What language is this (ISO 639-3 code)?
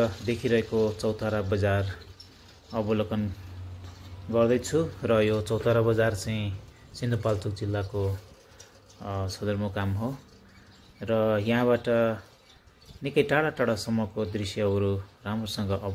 nep